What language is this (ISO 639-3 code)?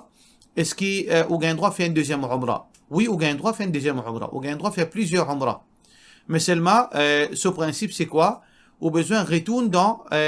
mfe